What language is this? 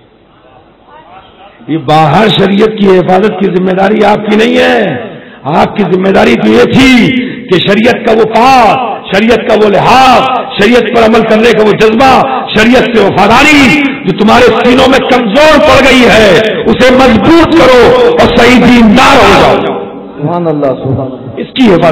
Urdu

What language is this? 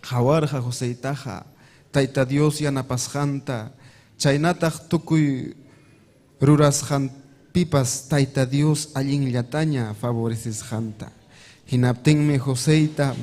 Ayacucho Quechua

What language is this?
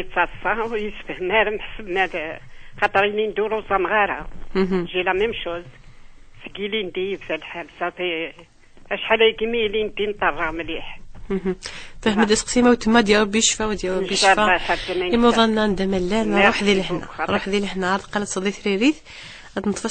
Kabyle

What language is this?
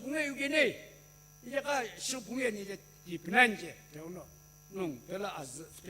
Sumi Naga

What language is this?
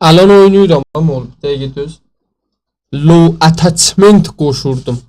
South Azerbaijani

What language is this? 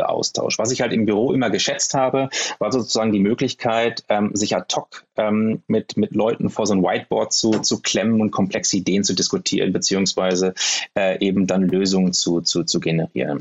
German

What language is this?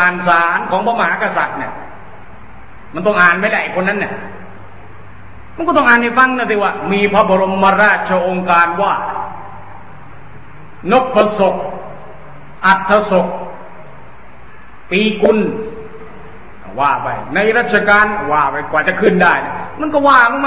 Thai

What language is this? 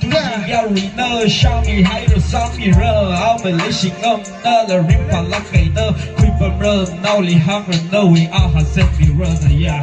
Tangkhul Naga (India)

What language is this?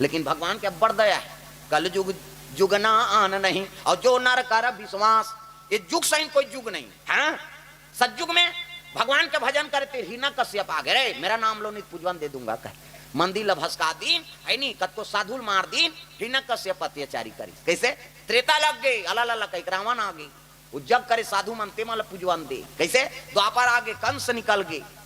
Chhattisgarhi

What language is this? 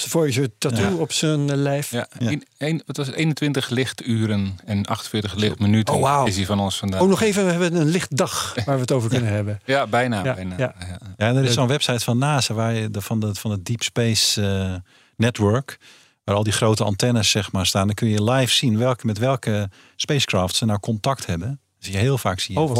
Dutch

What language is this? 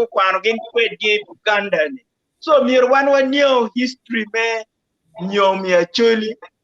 Acoli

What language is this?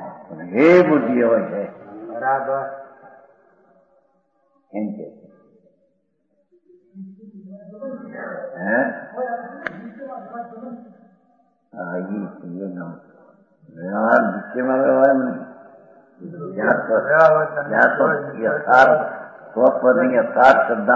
Gujarati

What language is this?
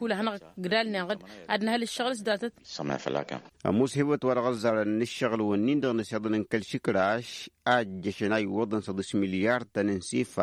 Tamasheq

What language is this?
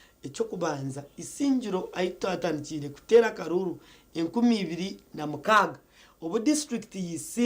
Nyankole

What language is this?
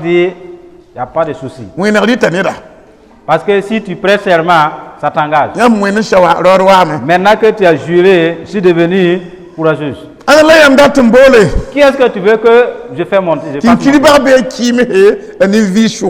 Mossi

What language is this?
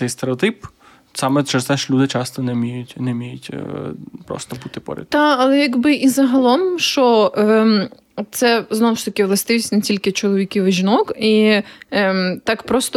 Ukrainian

